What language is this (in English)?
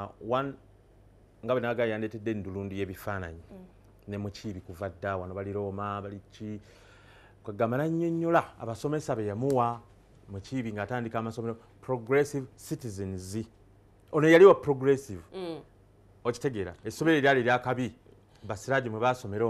Ganda